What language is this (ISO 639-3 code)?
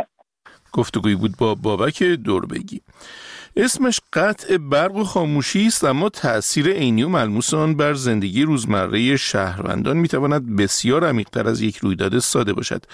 fas